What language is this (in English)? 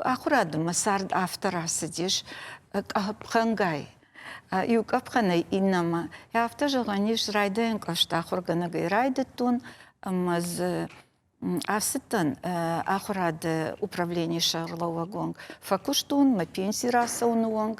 Ossetic